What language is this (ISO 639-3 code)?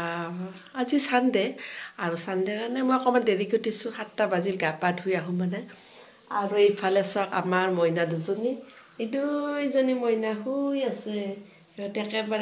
asm